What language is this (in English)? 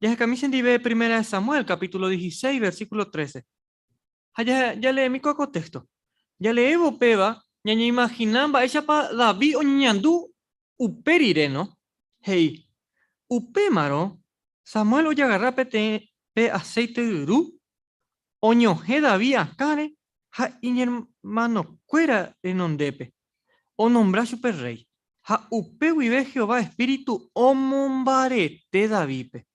Guarani